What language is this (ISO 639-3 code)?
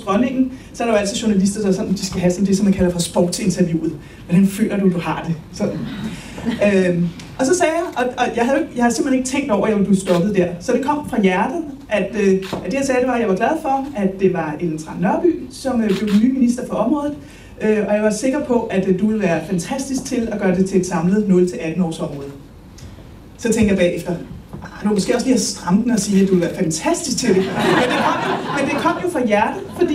dan